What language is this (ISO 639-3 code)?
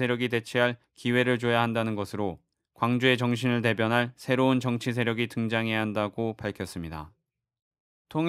kor